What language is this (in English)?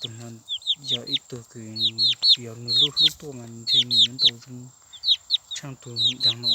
Hmong